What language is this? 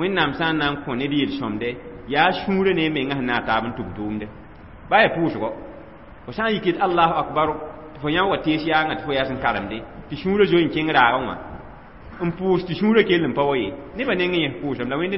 Mossi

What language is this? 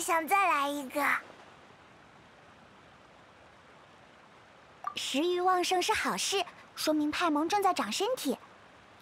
Chinese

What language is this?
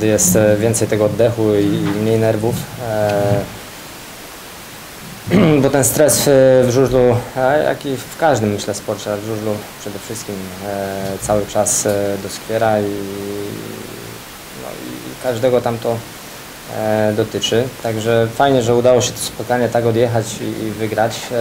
Polish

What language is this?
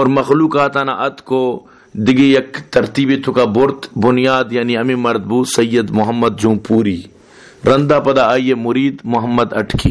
Baluchi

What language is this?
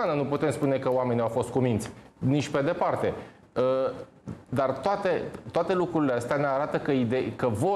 Romanian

